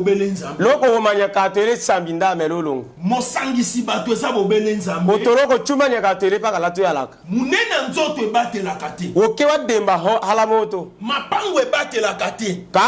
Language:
Lingala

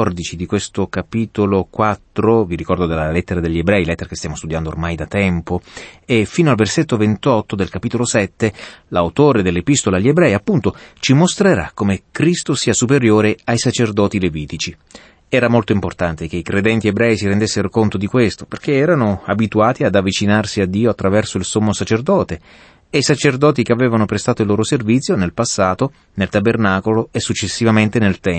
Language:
Italian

